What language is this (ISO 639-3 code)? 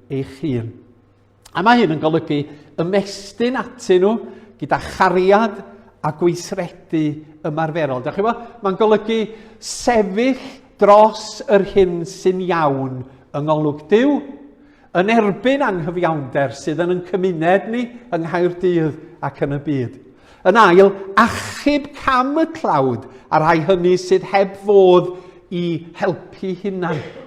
cym